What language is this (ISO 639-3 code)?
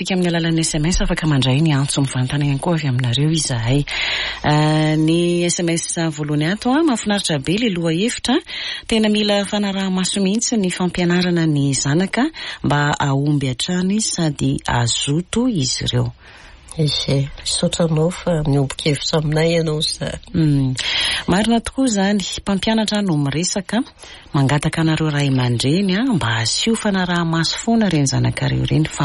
mlg